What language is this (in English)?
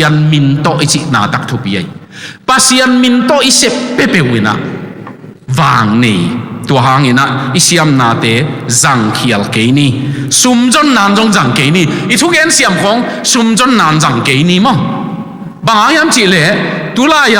Tedim Chin